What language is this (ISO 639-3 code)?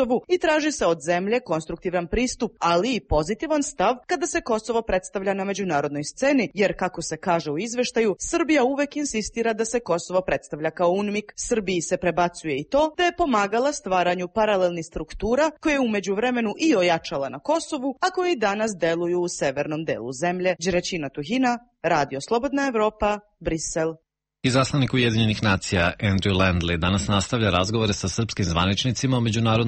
srp